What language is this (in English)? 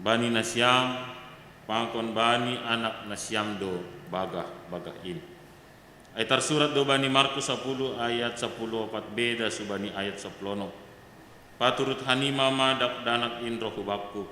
Batak Simalungun